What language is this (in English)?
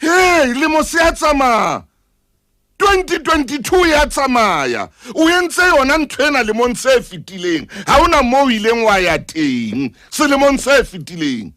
Southern Sotho